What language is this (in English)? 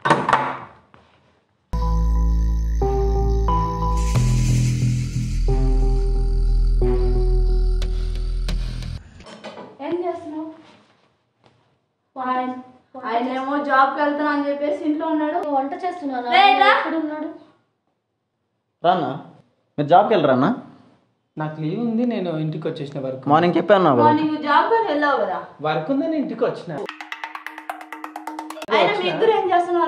Telugu